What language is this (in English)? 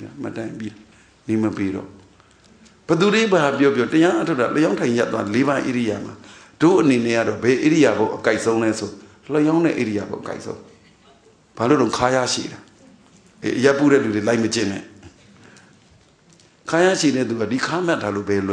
Burmese